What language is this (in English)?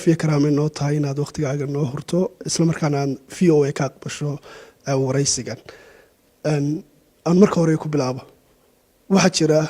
Somali